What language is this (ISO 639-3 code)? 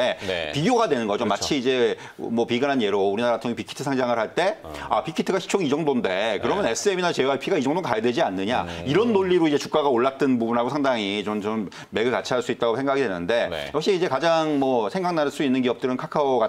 kor